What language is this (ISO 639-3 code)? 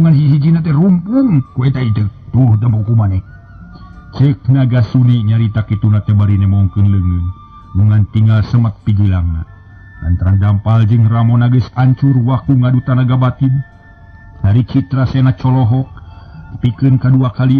sun